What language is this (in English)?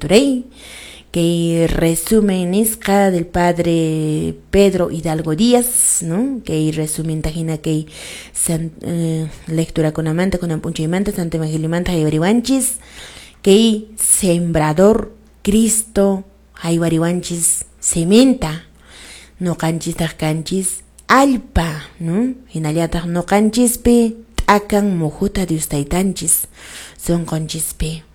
Quechua